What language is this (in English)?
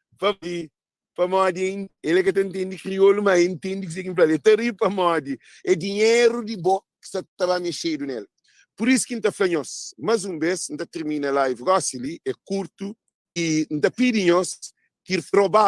Kabuverdianu